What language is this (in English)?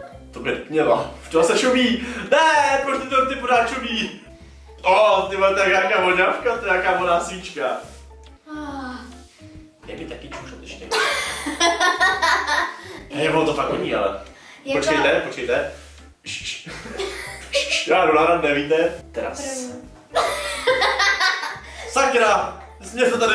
Czech